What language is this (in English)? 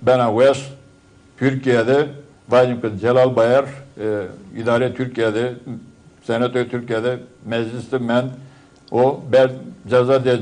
Zaza